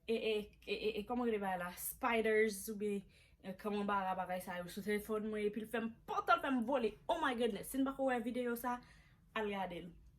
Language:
Haitian Creole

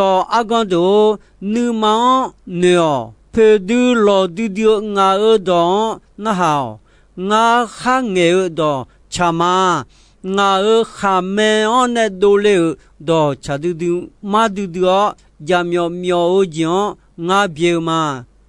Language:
Akha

